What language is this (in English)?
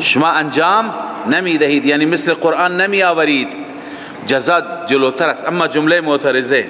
Persian